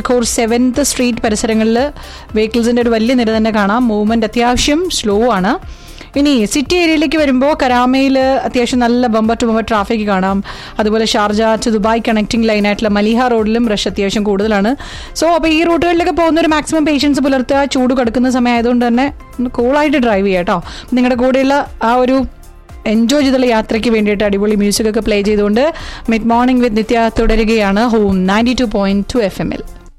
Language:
Malayalam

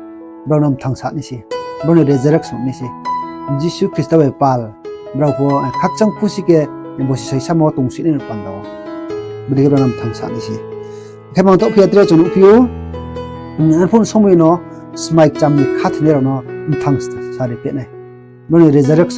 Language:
Riang (India)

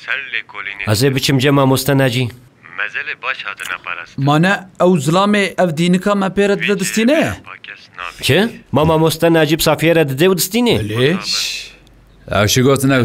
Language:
Kurdish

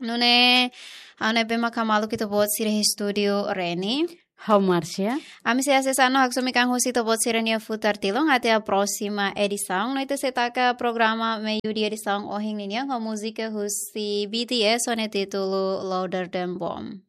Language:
Tetum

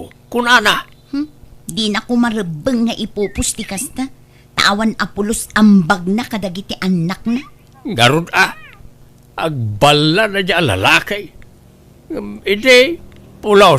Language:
Iloko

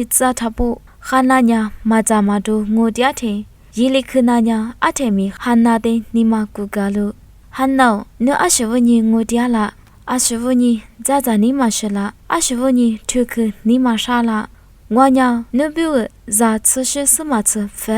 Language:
Lisu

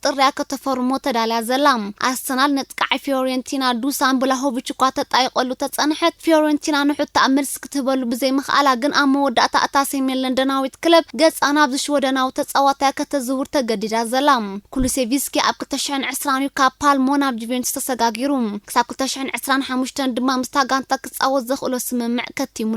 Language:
Tigrinya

